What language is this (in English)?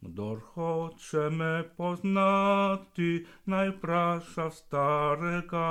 Slovenian